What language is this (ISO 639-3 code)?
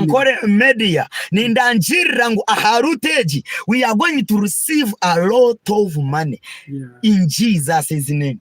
nyn